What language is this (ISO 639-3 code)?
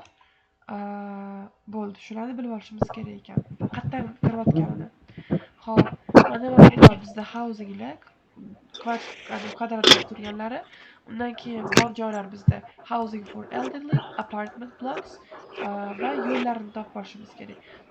uzb